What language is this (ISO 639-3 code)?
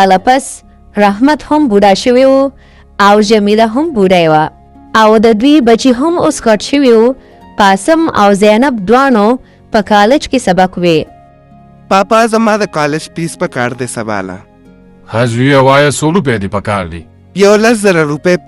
pus